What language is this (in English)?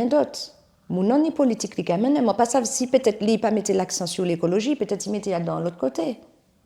Guadeloupean Creole French